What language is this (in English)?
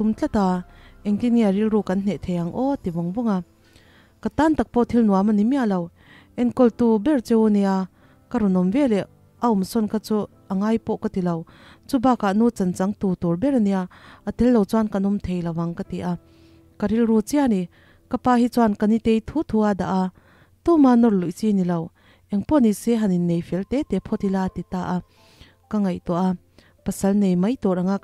Mizo